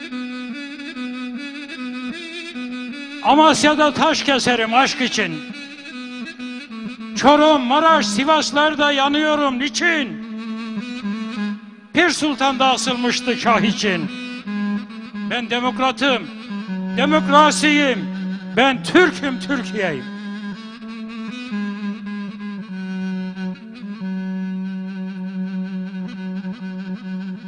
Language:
Turkish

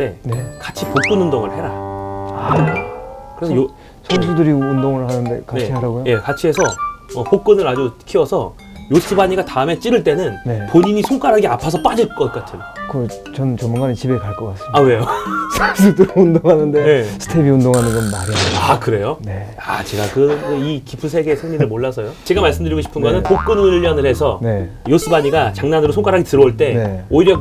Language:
Korean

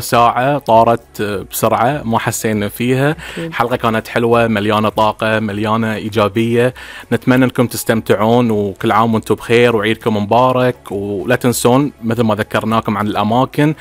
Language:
Gulf Arabic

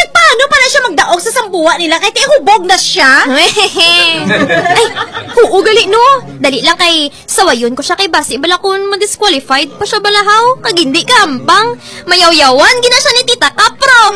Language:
Hiligaynon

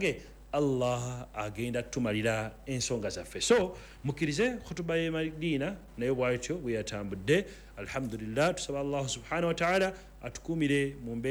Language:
Ganda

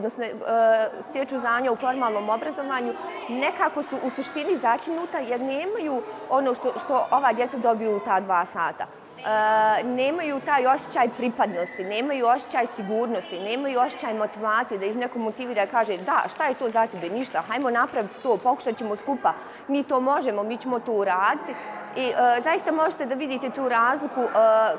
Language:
Bosnian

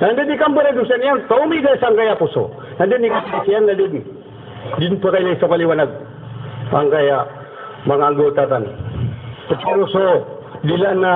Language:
Maranao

